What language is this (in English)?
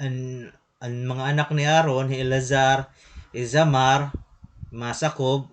Waray